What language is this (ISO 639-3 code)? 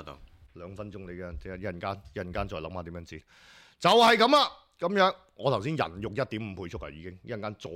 yue